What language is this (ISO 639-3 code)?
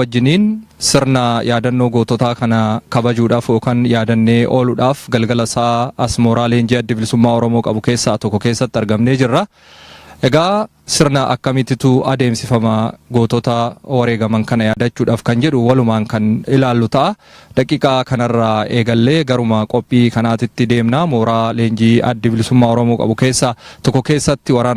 orm